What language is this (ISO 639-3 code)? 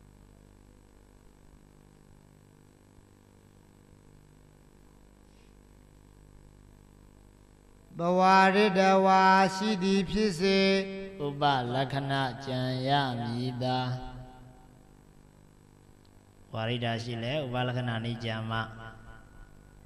mya